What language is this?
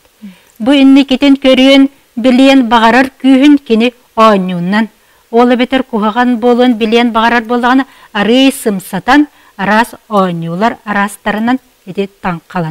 Yakut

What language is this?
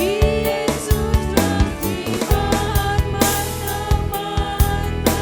Batak Karo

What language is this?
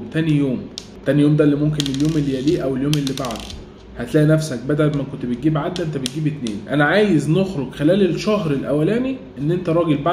Egyptian Arabic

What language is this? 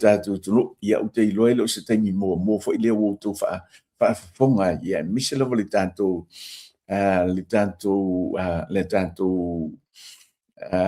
Samoan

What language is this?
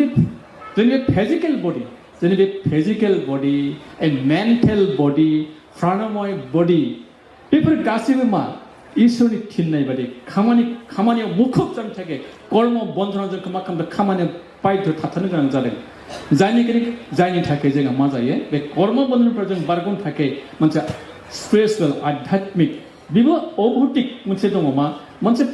Bodo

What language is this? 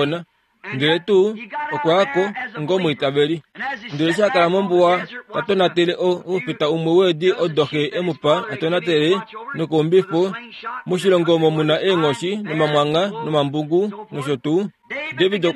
Kuanyama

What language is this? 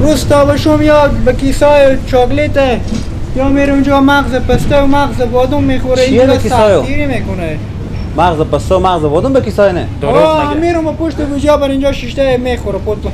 Persian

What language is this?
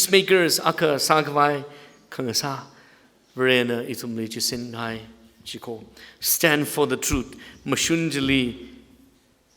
Tangkhul Naga (India)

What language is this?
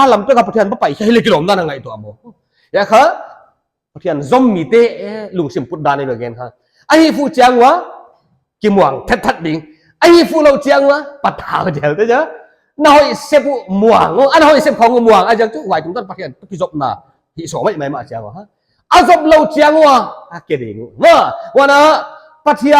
Paite Chin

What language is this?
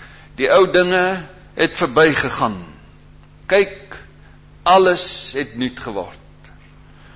Afrikaans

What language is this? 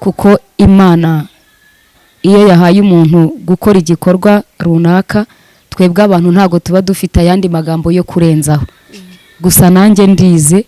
Kinyarwanda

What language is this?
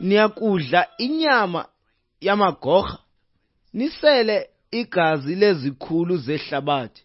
Xhosa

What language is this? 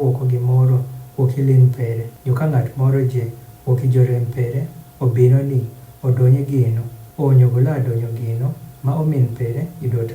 Adhola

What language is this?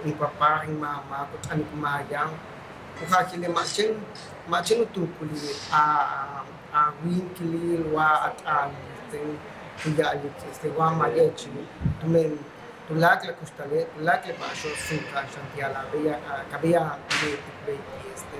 Yucateco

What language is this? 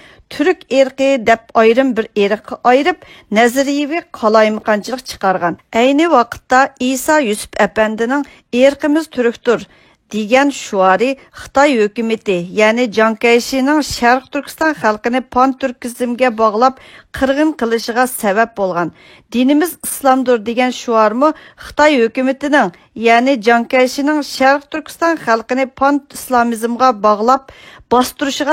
Uyghur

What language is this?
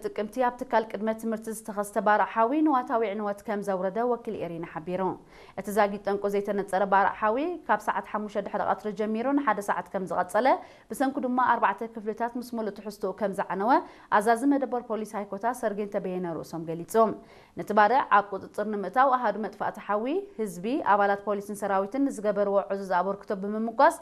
Tigrinya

